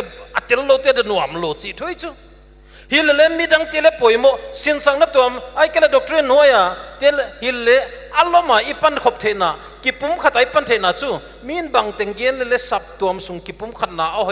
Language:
Paite Chin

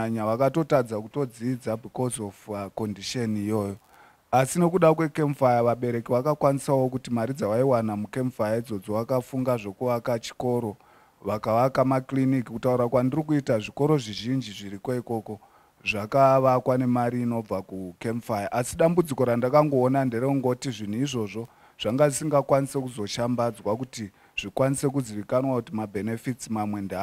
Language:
Shona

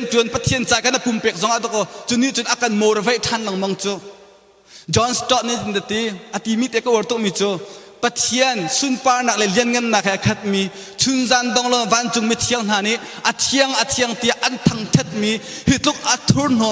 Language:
Hakha Chin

